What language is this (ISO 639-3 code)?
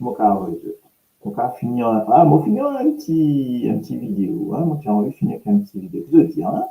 mfe